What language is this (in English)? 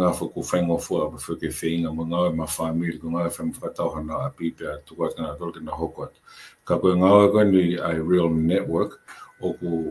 Tongan